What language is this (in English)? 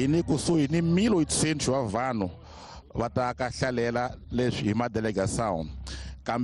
Tsonga